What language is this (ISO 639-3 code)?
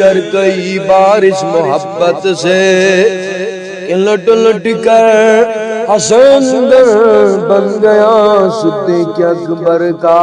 kas